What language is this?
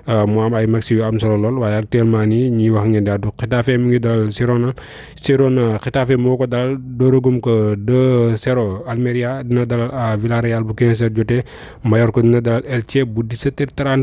Wolof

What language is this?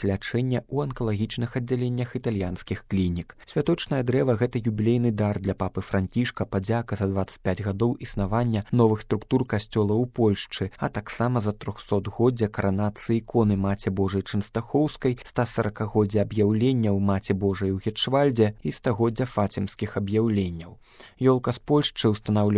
Belarusian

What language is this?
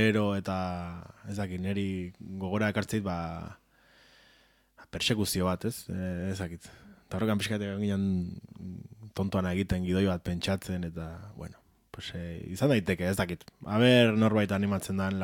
Basque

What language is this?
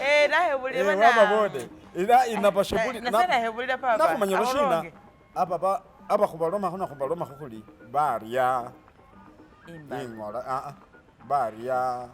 Masaaba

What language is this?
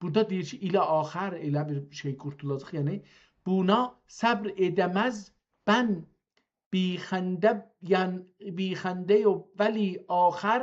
South Azerbaijani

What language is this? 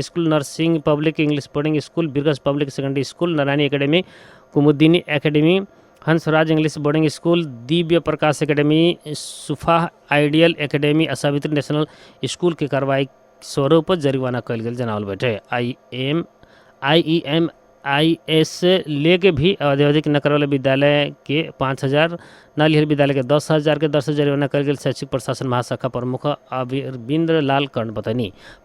Bhojpuri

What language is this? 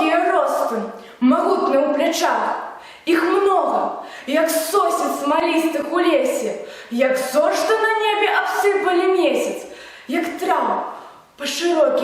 Belarusian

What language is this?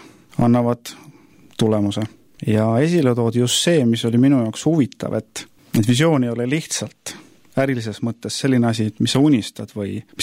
Estonian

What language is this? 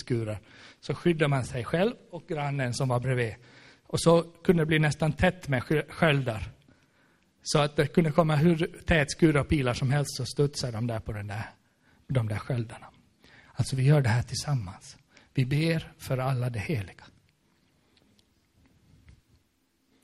Swedish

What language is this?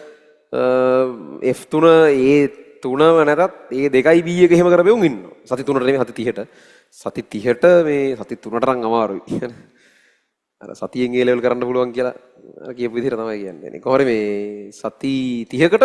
Sinhala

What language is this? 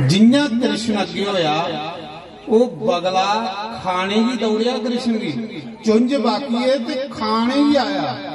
Dogri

